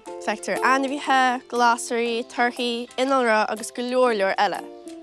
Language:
Irish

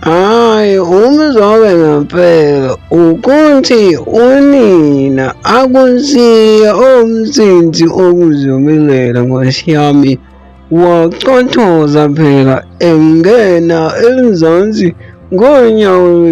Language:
Zulu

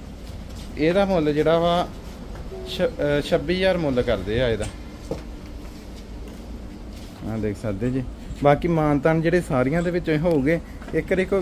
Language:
Punjabi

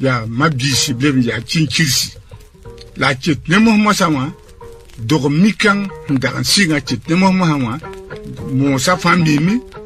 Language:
Mossi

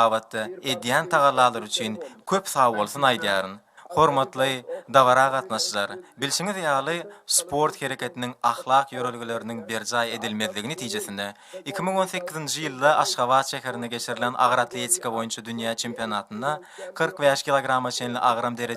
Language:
Turkmen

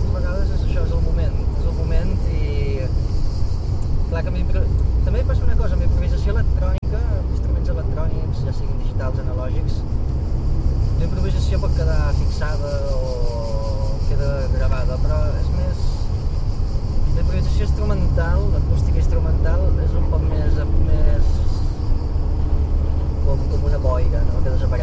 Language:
Catalan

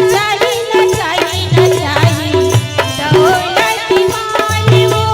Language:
Chhattisgarhi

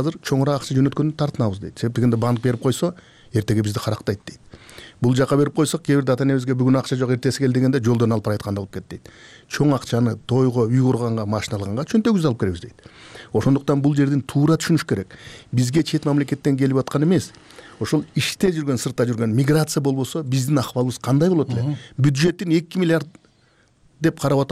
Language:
Kyrgyz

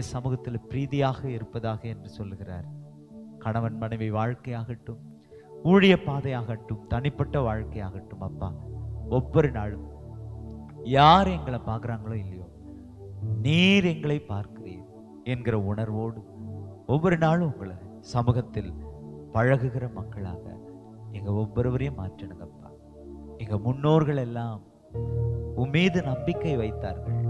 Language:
Tamil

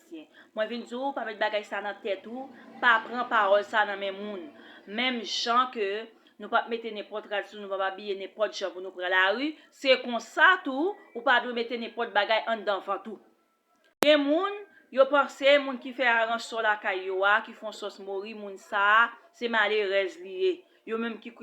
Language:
Haitian Creole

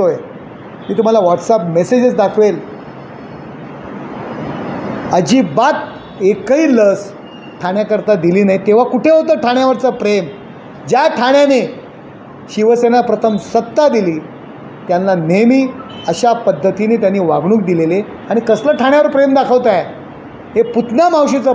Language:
Marathi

